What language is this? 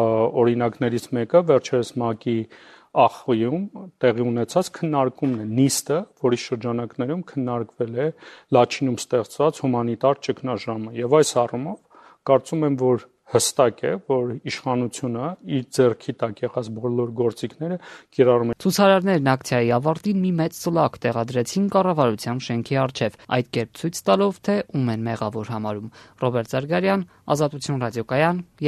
Armenian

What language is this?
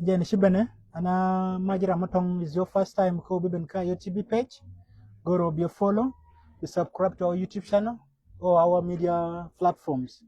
Nuer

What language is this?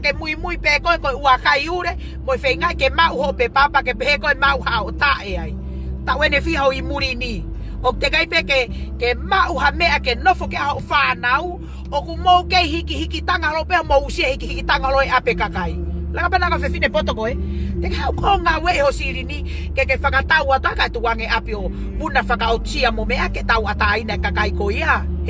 Tongan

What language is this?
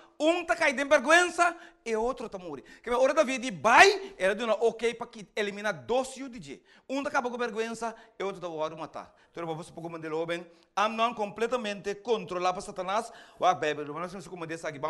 Papiamento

